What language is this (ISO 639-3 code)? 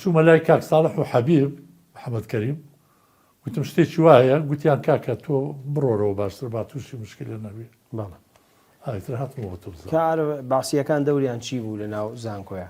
ckb